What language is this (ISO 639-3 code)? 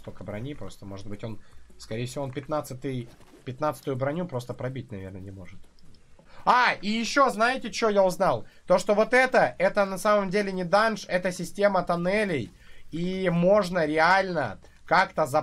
rus